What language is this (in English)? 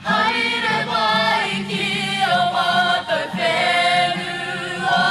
Māori